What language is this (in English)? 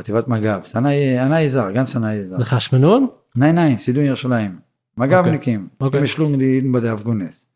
Yiddish